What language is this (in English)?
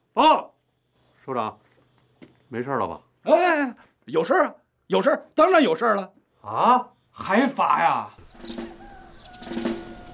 Chinese